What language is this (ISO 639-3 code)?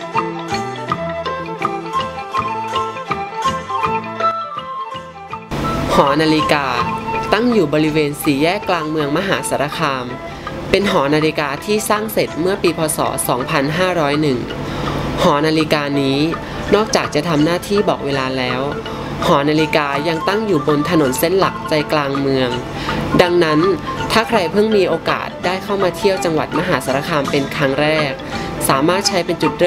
tha